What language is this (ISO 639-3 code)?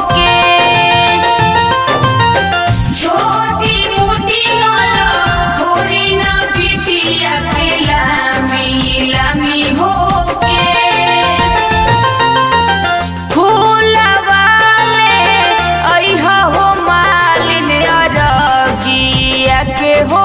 bho